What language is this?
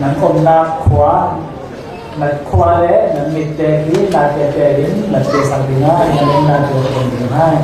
Falam Chin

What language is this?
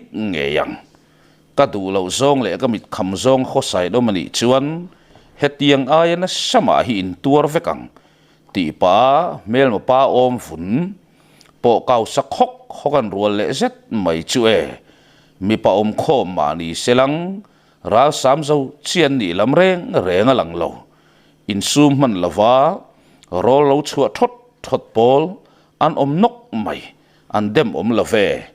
Mizo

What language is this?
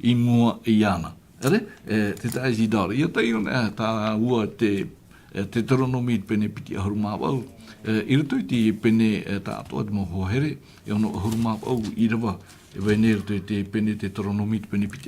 Tahitian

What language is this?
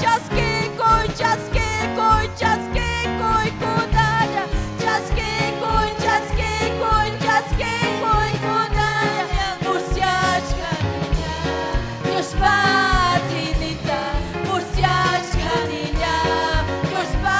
Ayacucho Quechua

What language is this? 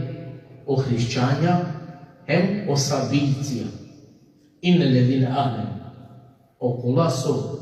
Balkan Romani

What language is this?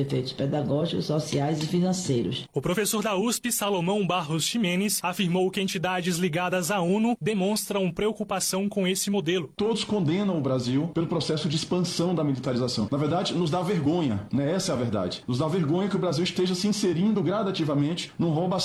Portuguese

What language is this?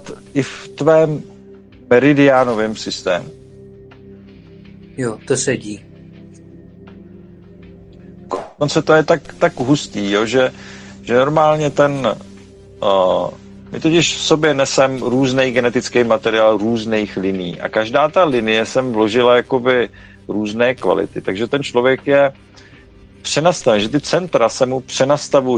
Czech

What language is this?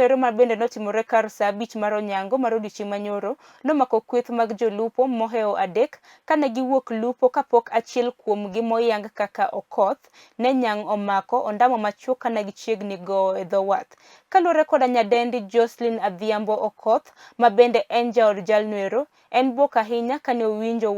Luo (Kenya and Tanzania)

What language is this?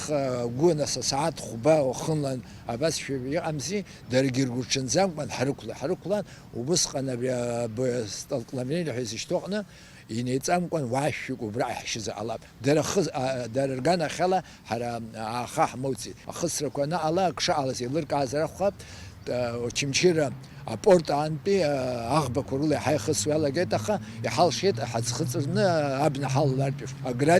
Abkhazian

